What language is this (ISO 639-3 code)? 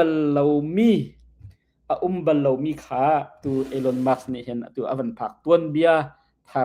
cnh